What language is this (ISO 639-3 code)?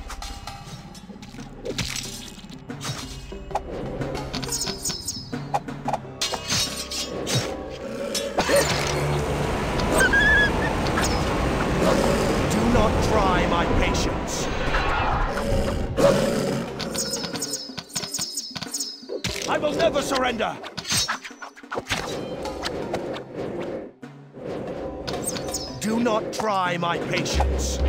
eng